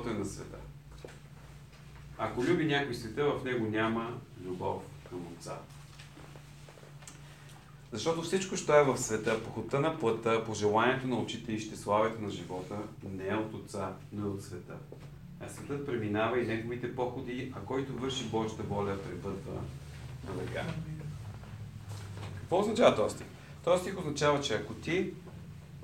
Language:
Bulgarian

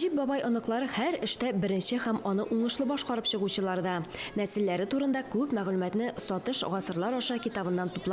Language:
Tatar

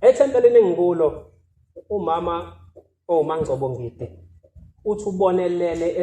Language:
Zulu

